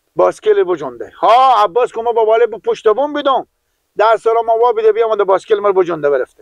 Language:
Persian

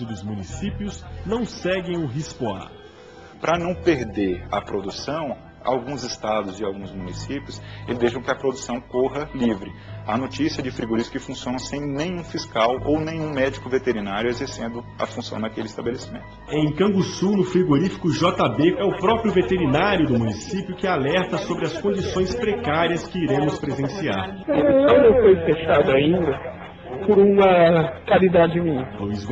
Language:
Portuguese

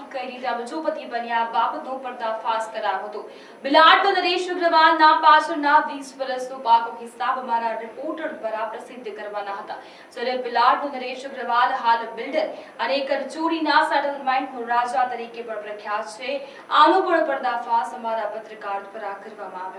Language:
Gujarati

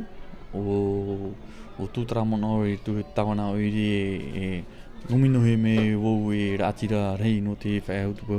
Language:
Tahitian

